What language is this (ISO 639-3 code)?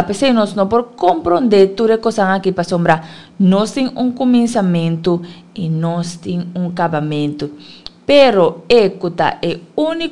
pap